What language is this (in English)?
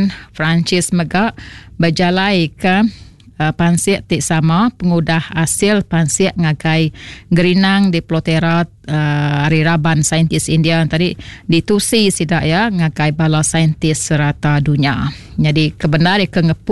Iban